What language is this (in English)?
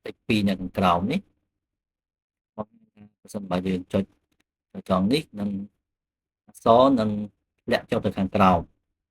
Khmer